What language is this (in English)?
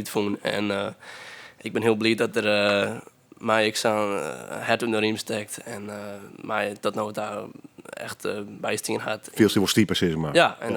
Western Frisian